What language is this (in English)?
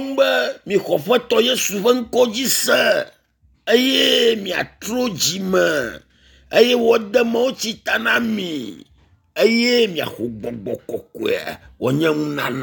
Ewe